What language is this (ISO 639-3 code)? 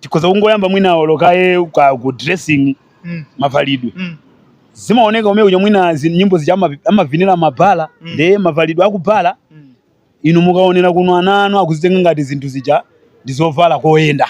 nya